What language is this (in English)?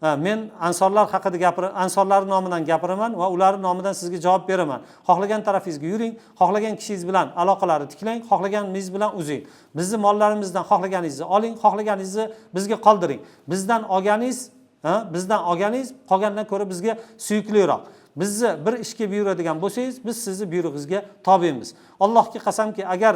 Uzbek